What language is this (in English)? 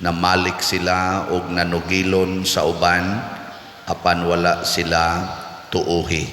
Cebuano